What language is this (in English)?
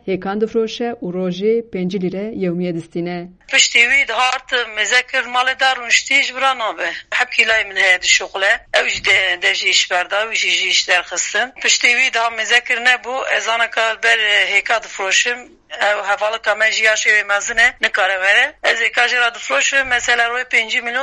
Kurdish